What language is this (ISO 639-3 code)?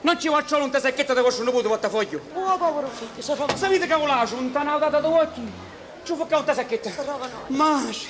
scn